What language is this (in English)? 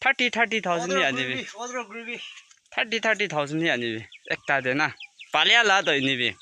Naga Pidgin